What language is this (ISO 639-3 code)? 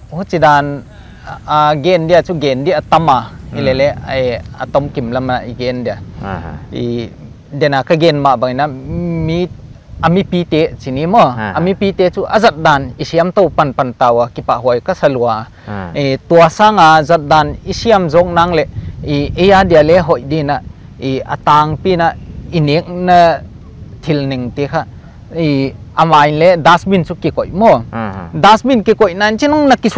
pck